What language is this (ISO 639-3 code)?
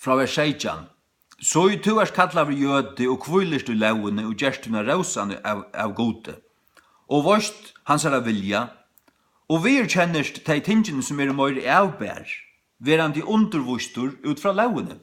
fao